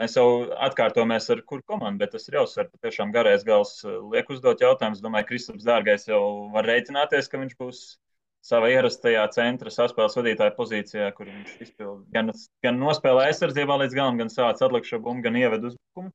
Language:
Latvian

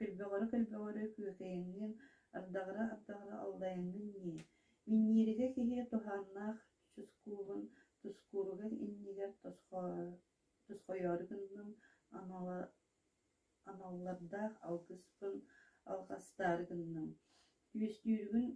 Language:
Yakut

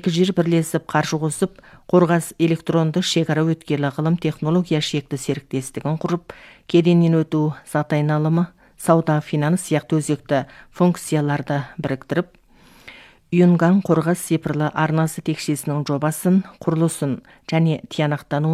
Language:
Kazakh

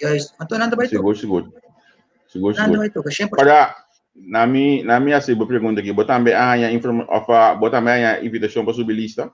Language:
Papiamento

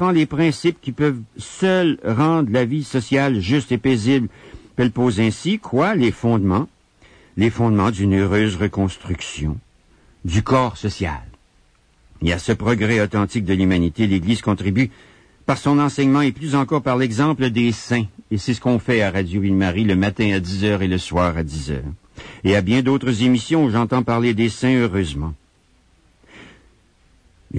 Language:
French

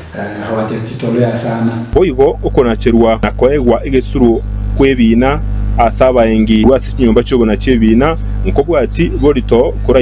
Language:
Gusii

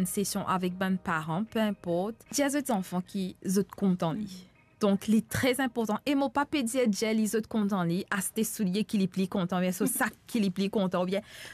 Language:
Morisyen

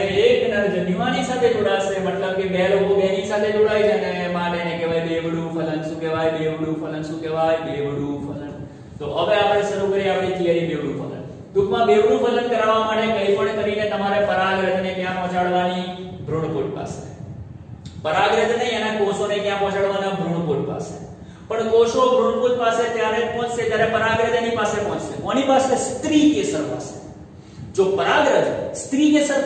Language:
Gujarati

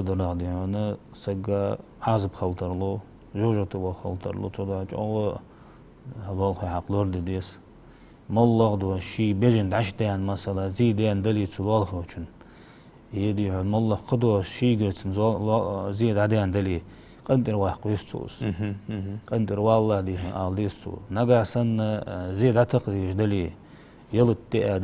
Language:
Ingush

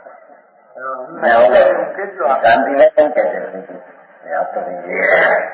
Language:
Gujarati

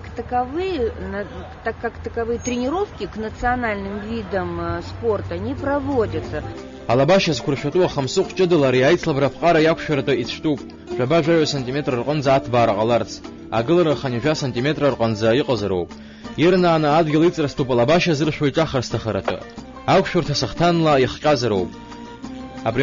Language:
Abkhazian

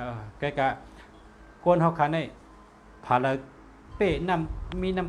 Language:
Shan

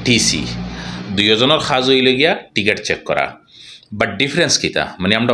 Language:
Sylheti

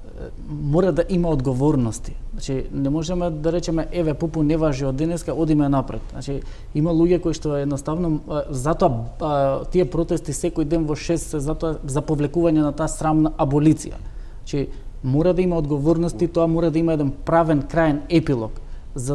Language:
Macedonian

